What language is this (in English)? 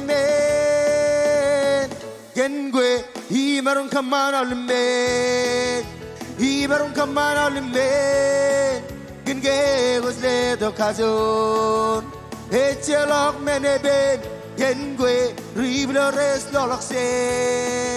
Marshallese